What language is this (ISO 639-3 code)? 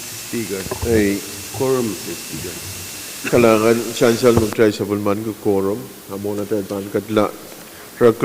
pon